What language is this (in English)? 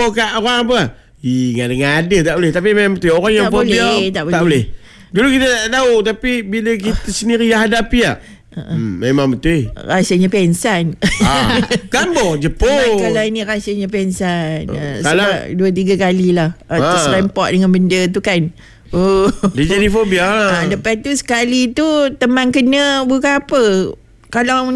Malay